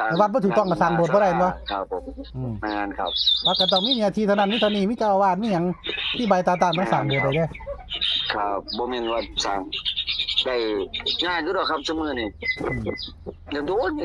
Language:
Northeastern Thai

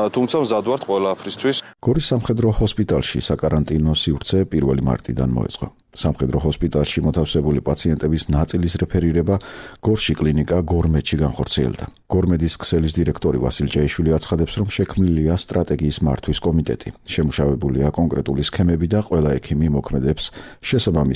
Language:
Georgian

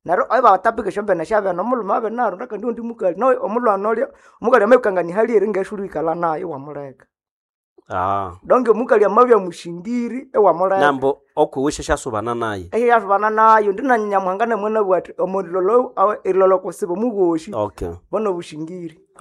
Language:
Nande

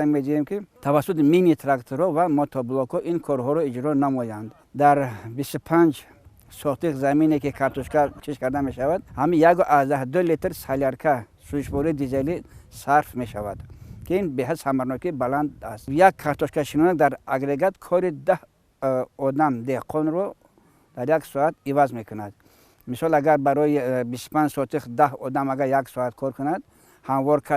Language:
Tajik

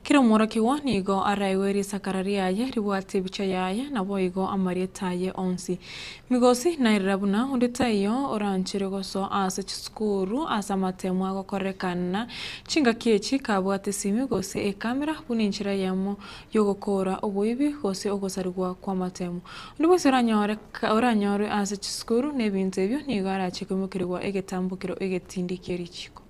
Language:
Gusii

